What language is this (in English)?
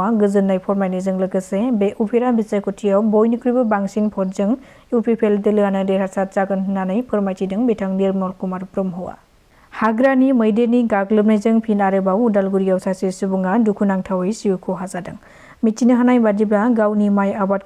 Bodo